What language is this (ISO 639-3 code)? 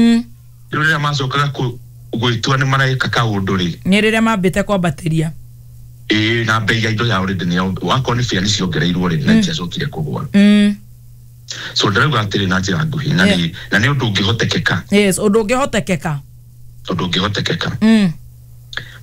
kik